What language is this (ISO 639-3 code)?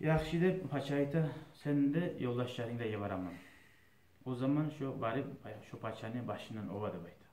kum